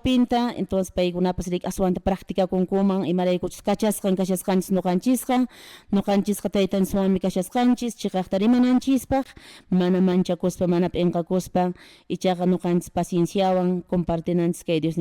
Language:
Quechua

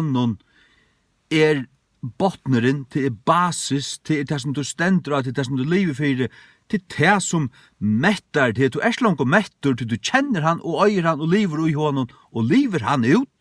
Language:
Faroese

